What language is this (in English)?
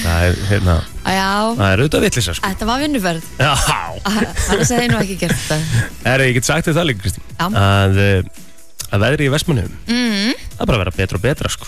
Icelandic